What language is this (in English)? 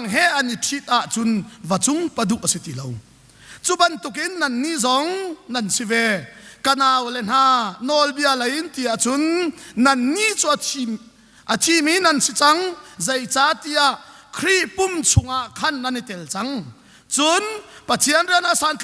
Hakha Chin